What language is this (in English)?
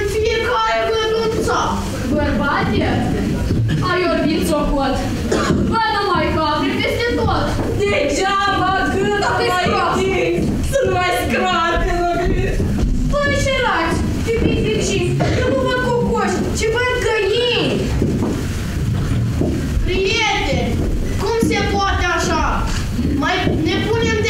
Romanian